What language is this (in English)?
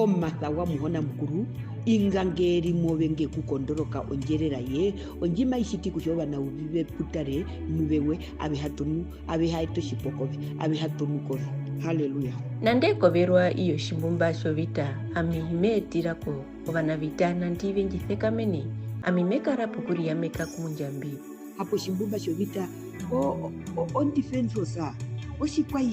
Herero